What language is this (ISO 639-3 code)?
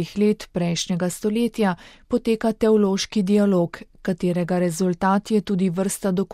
slv